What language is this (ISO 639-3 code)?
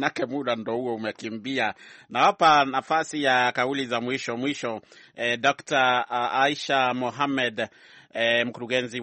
swa